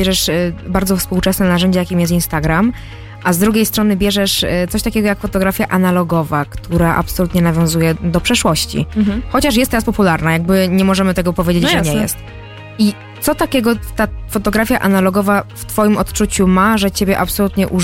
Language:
Polish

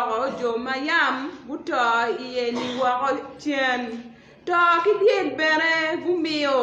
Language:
Acoli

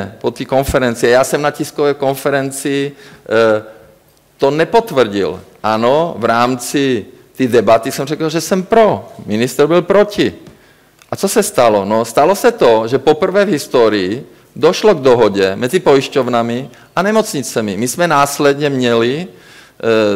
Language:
Czech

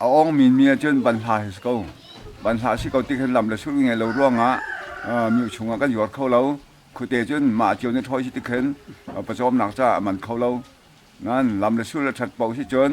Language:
Hakha Chin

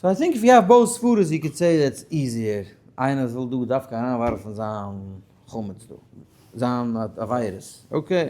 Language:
Yiddish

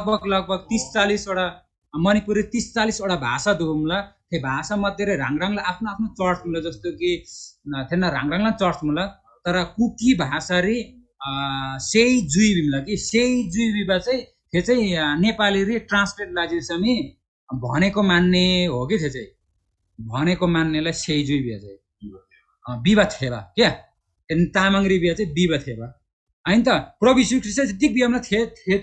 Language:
Eastern Tamang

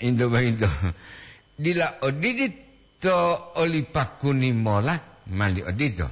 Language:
Gorontalo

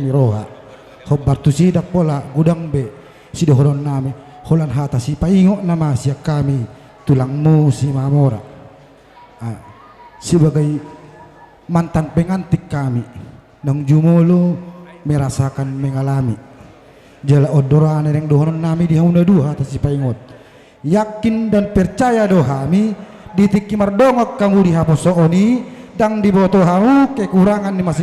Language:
Batak Toba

